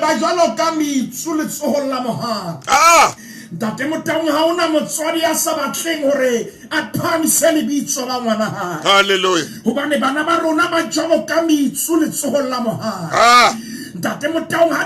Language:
Southern Sotho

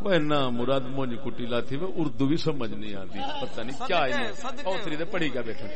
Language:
Saraiki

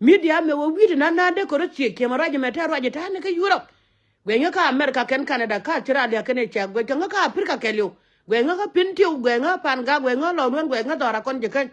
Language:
Nuer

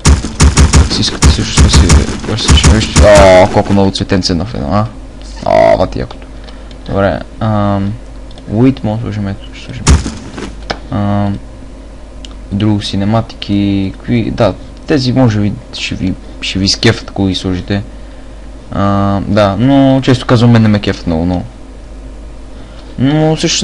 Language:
Bulgarian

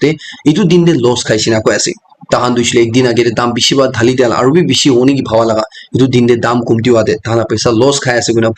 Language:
Naga Pidgin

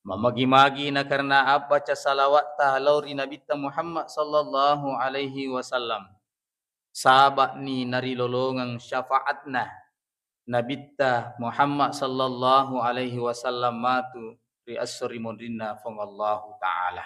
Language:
Buginese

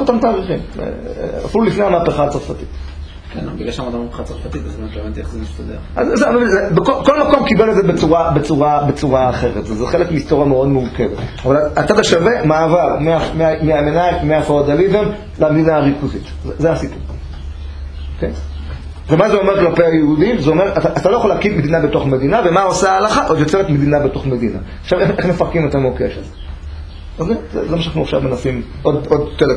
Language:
Hebrew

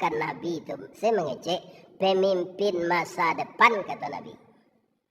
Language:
Minangkabau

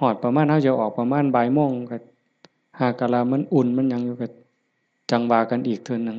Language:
Lao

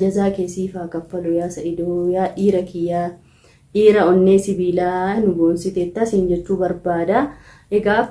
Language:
Oromo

